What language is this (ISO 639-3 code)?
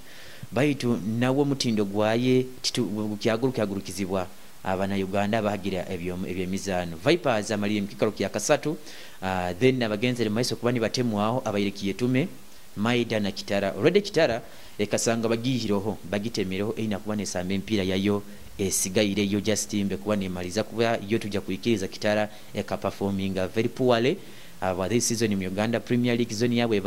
nyo